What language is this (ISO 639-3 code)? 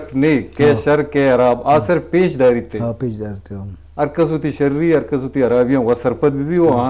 bgp